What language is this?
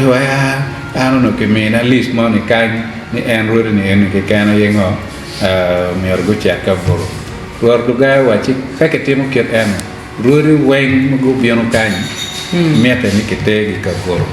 Acoli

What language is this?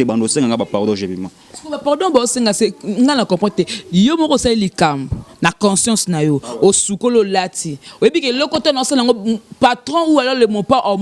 Lingala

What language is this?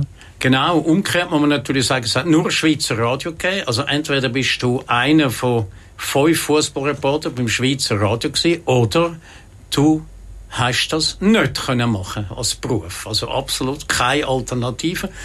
Swiss German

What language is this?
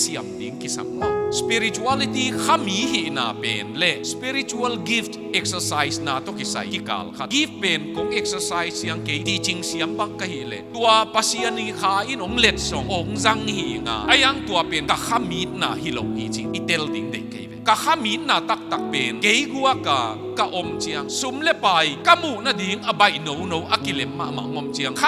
Tedim Chin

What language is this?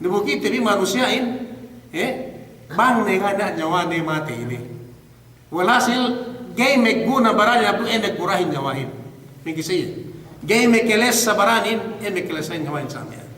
Yakan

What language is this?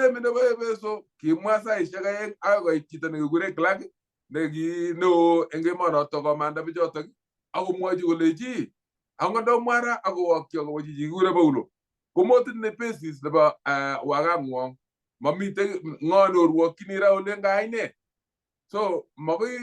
Kalenjin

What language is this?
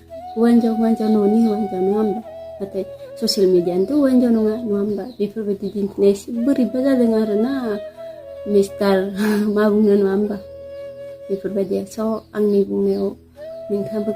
Bodo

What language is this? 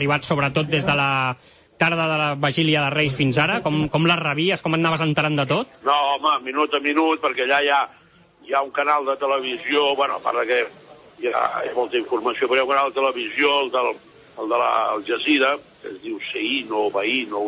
Catalan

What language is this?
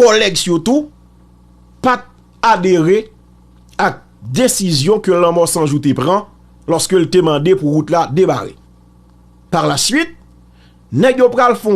Haitian Creole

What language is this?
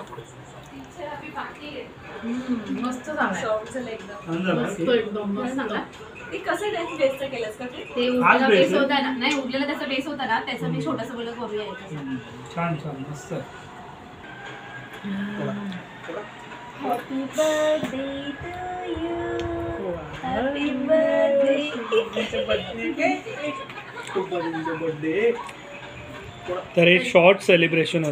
Marathi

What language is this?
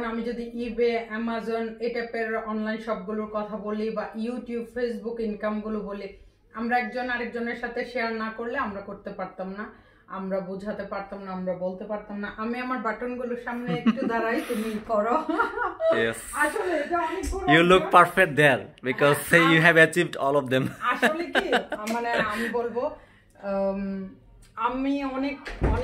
Bangla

